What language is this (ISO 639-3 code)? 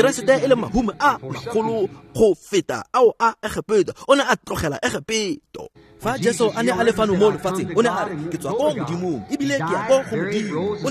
tsn